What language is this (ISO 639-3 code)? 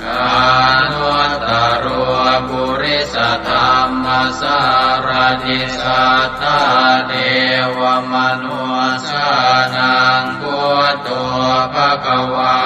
pli